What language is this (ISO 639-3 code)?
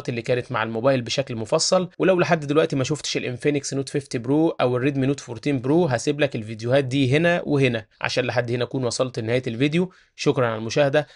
arz